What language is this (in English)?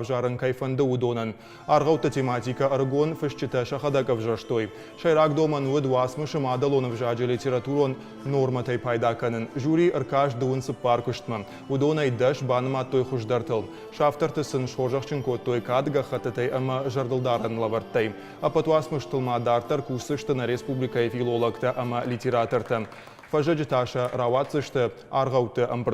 Ossetic